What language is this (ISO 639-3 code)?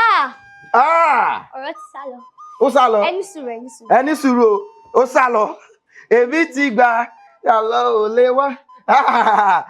yor